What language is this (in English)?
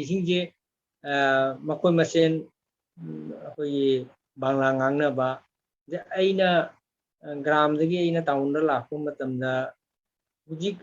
Manipuri